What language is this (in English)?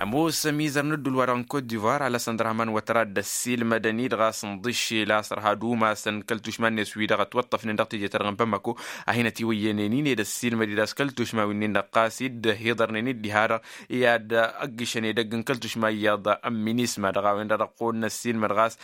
Tamasheq